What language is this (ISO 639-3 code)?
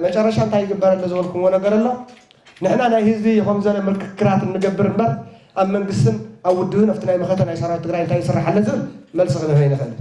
tir